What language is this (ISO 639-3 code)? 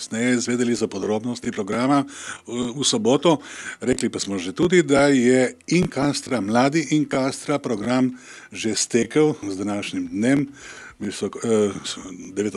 slv